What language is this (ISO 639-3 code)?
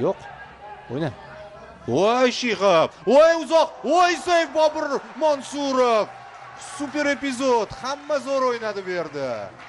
uzb